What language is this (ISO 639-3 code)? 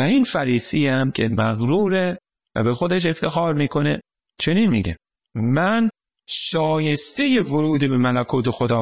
fas